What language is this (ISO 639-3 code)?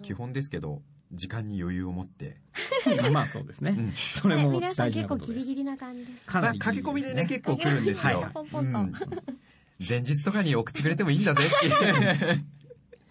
jpn